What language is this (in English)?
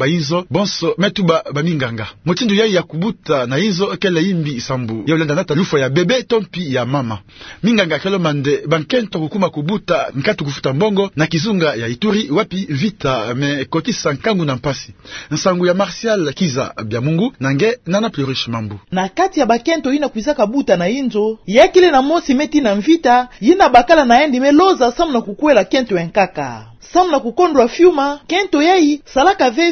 Kituba (Democratic Republic of Congo)